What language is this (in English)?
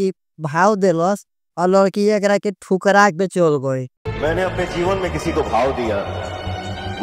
Bhojpuri